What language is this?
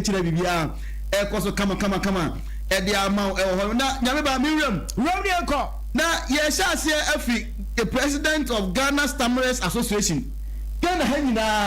Akan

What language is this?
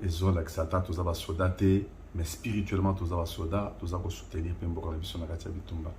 Lingala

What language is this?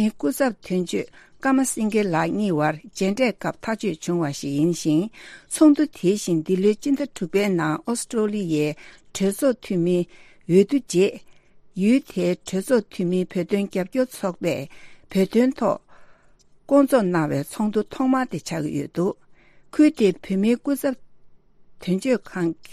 Tibetan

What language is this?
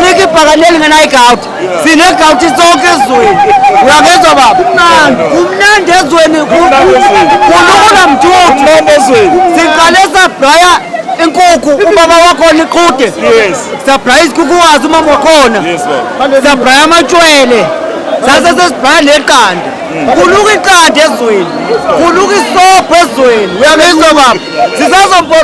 Zulu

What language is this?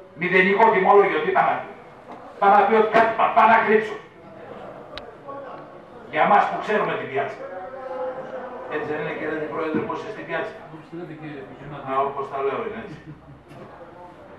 Greek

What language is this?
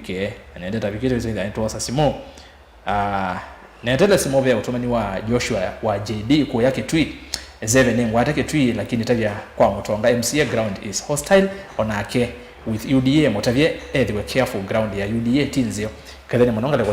Kamba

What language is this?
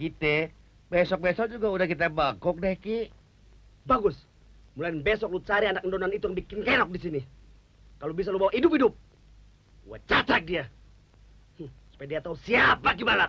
Betawi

